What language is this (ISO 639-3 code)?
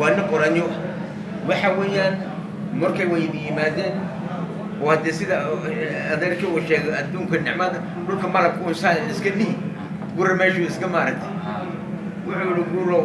som